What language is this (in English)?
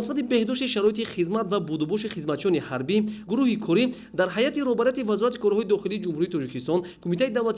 Tajik